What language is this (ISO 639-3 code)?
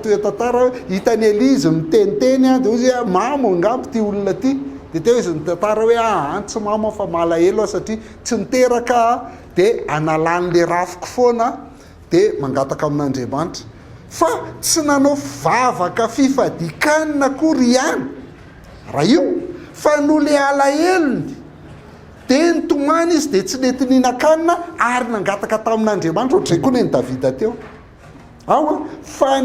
mlg